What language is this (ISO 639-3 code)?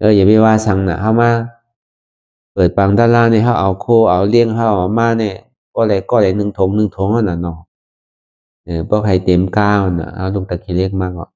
shn